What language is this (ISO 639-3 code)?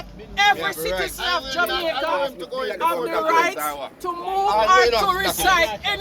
jam